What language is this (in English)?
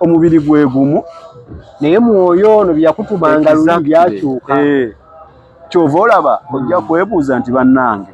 Ganda